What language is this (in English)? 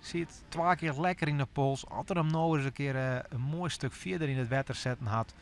Western Frisian